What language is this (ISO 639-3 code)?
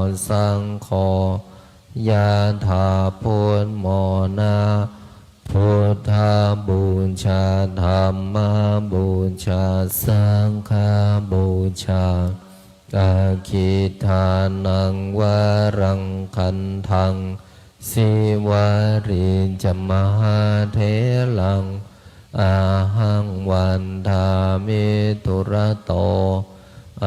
pli